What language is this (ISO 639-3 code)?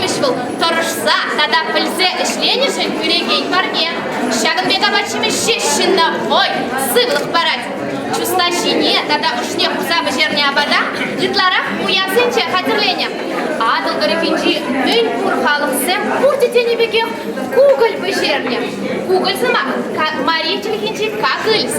chv